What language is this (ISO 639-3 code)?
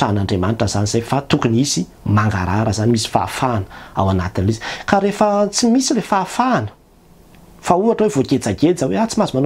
mlg